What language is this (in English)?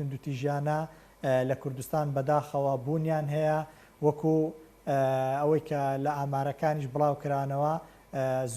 Central Kurdish